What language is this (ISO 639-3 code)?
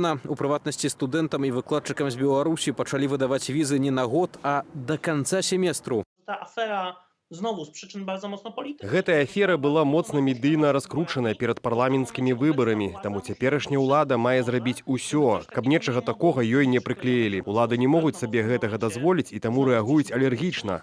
bel